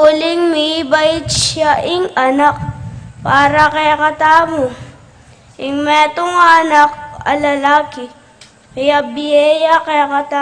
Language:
Pampanga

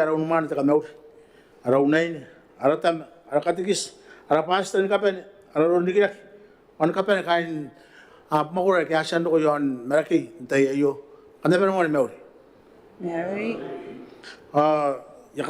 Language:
Gilbertese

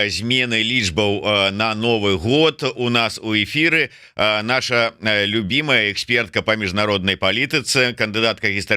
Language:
Belarusian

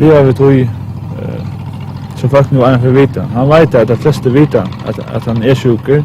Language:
Faroese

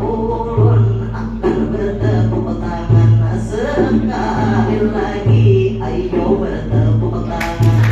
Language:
Banjar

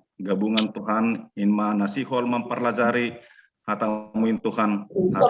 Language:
Batak Simalungun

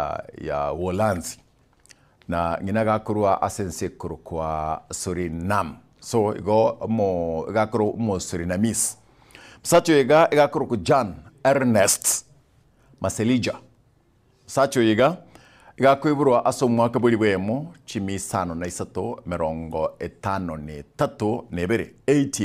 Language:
Gusii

